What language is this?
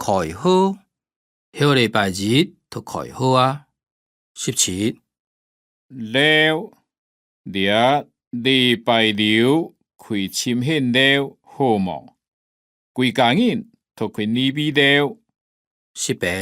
Hakka Chinese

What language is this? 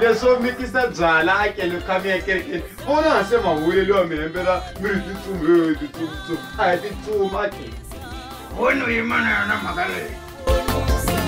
Tsonga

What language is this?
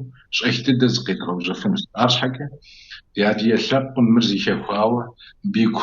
Kabardian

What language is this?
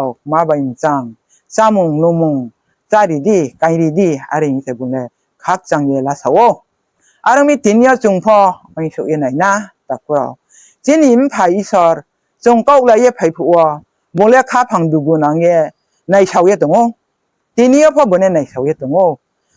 Riang (India)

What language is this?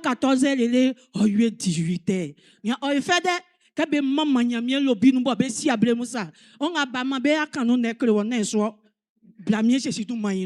Baoulé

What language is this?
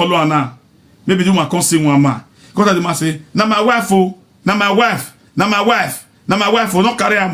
Nigerian Pidgin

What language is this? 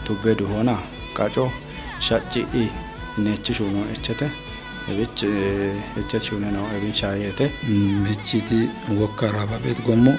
Kafa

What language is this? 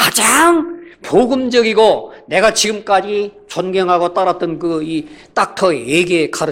Korean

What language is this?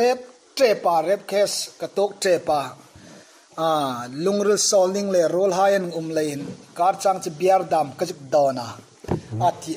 Hmar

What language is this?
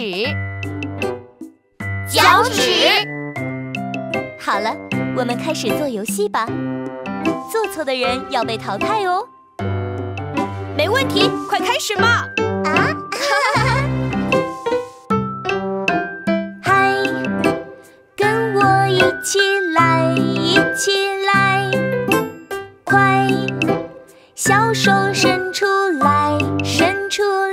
Chinese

